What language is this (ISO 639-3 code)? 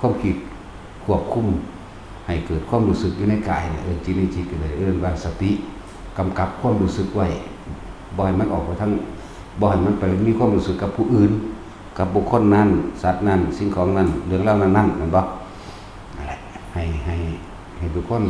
lao